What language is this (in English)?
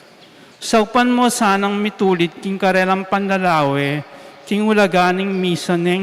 Pampanga